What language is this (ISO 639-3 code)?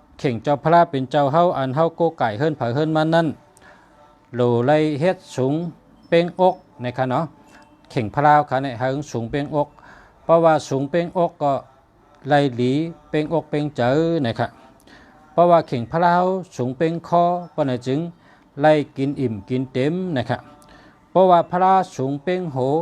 shn